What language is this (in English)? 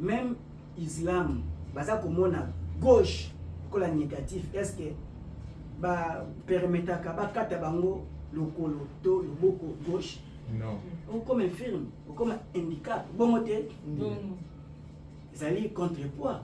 Lingala